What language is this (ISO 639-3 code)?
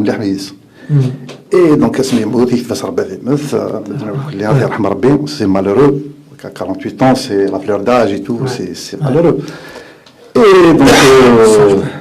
kab